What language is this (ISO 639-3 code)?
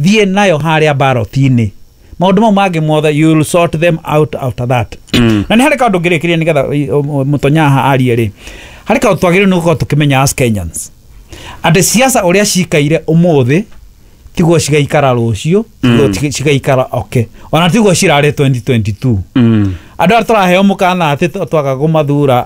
kik